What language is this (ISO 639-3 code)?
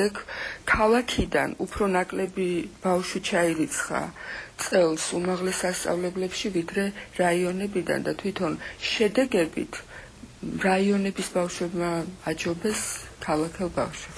kat